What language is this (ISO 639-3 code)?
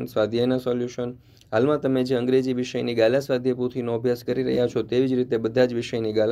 guj